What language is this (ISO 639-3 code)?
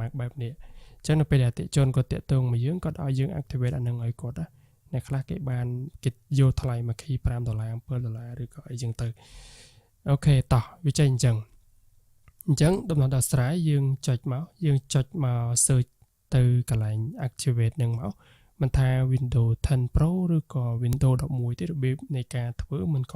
khm